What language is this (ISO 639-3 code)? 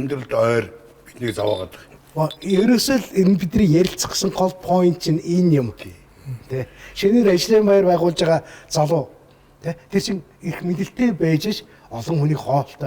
mon